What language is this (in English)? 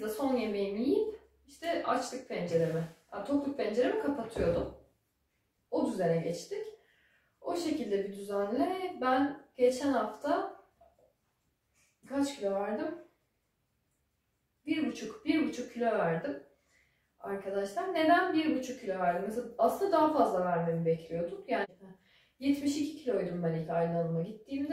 Turkish